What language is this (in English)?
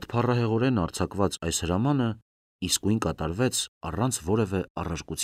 Armenian